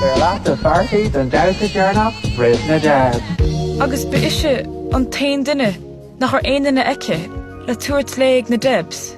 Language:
Irish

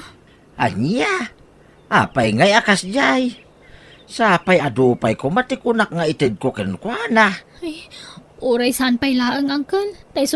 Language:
Iloko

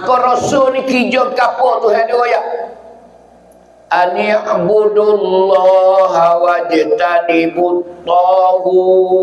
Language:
Pattani Malay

